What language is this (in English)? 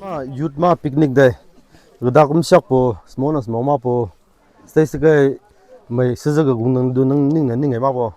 Maram Naga